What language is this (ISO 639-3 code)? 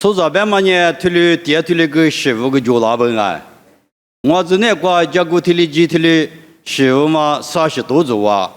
lis